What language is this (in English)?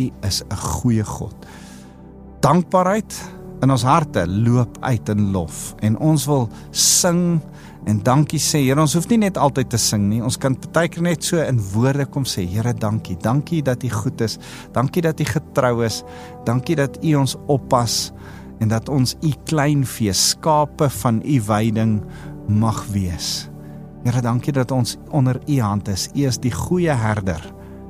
Afrikaans